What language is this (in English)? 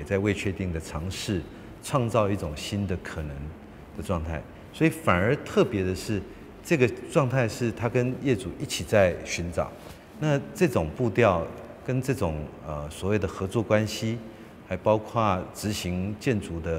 Chinese